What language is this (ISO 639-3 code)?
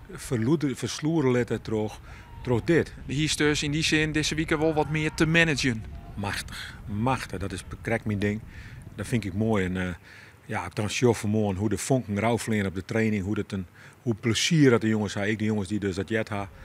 fry